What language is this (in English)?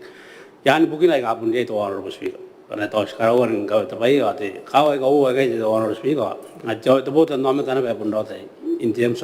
Gilbertese